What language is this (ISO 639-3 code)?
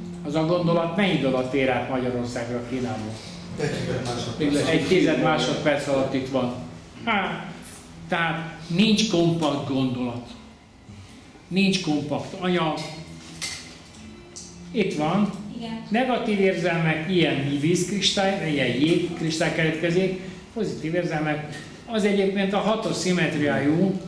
hun